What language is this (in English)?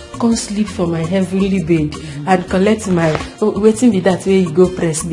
Nigerian Pidgin